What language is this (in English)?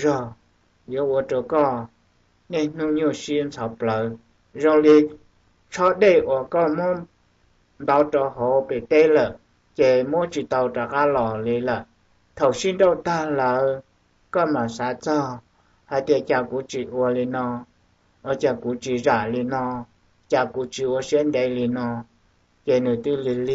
Hmong